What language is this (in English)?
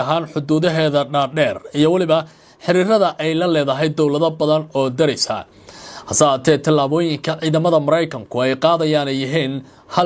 Somali